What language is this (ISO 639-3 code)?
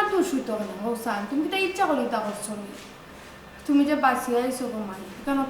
syl